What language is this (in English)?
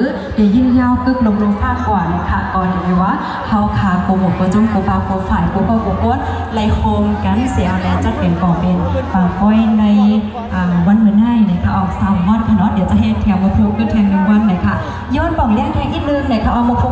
Shan